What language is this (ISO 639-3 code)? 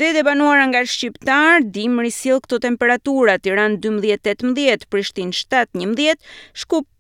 sqi